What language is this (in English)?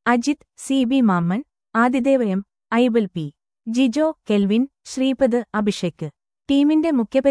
Malayalam